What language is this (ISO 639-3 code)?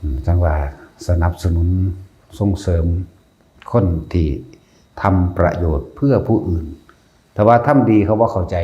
tts